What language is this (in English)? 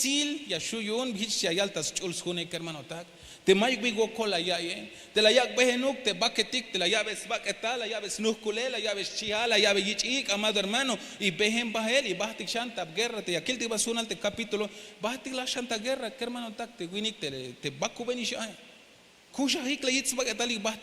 Tzeltal